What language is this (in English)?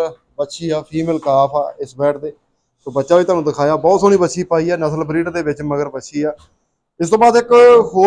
Punjabi